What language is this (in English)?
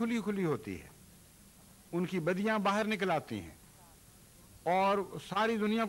Urdu